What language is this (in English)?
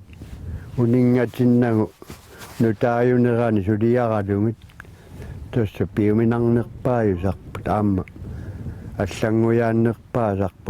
Kalaallisut